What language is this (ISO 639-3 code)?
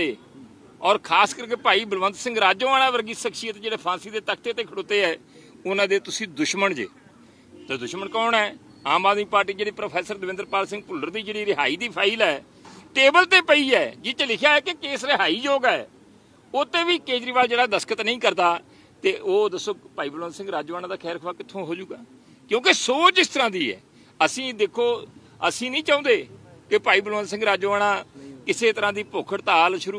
pan